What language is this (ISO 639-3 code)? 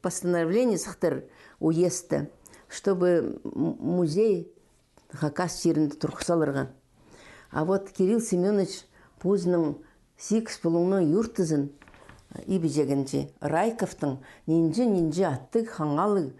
kjh